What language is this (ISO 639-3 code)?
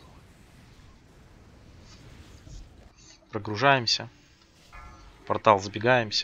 rus